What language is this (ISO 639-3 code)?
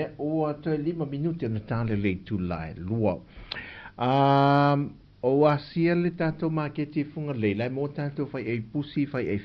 smo